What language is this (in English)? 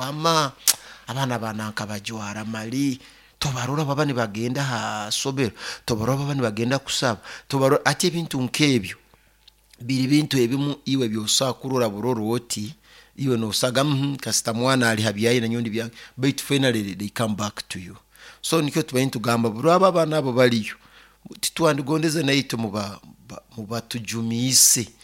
Nyoro